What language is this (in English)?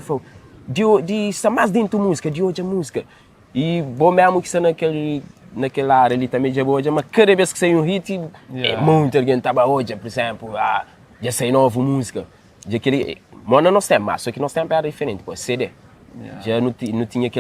Kabuverdianu